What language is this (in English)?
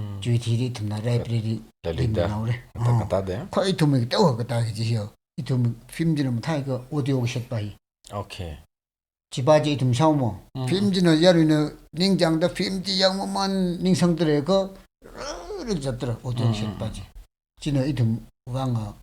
Tangkhul Naga (India)